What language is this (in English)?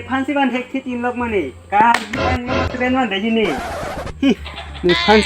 Karbi